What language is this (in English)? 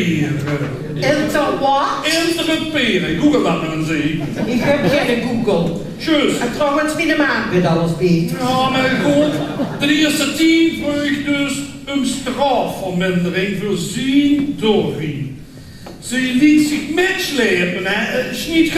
Limburgish